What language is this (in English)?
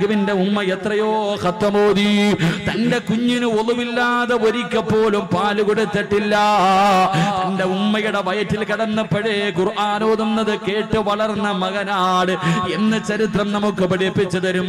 Malayalam